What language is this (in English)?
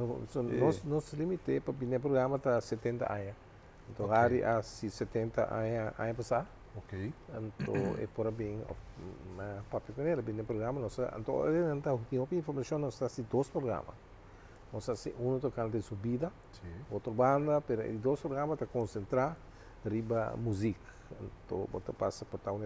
Papiamento